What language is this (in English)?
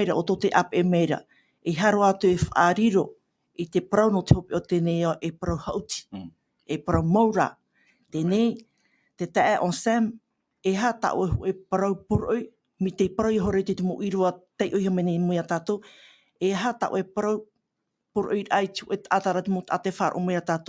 Tahitian